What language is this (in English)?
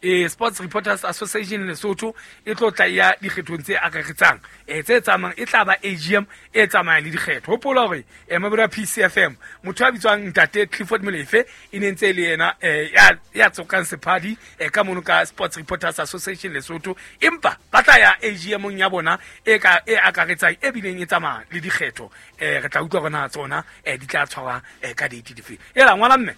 Southern Sotho